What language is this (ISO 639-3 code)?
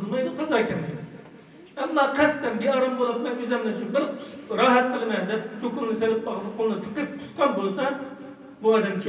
uig